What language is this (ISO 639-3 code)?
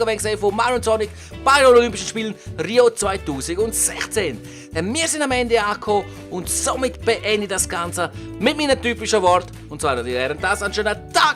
gsw